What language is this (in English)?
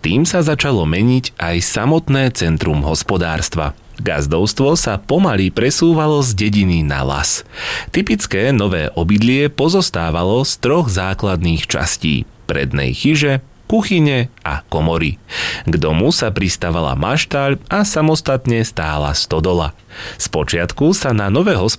Slovak